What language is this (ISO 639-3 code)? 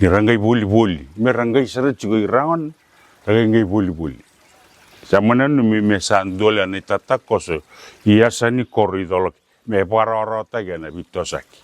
fij